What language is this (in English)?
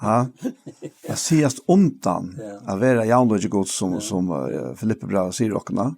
Faroese